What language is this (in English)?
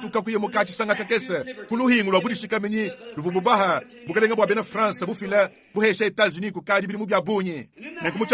Luba-Lulua